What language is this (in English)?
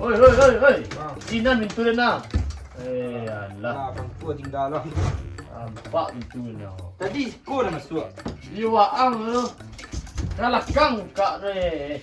Minangkabau